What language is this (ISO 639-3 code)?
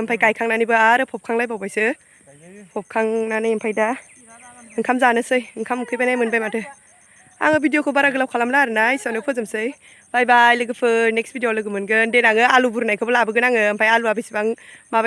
brx